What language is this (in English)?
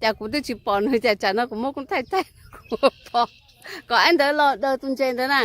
Hmong